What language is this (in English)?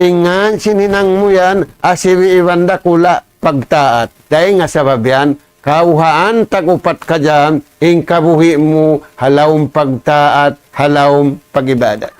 Tausug